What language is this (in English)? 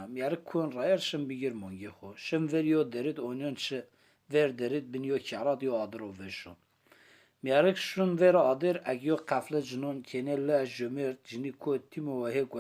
Zaza